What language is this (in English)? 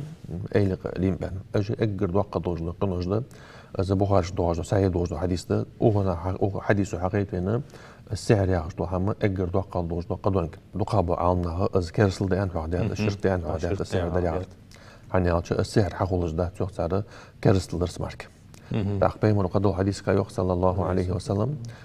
Ingush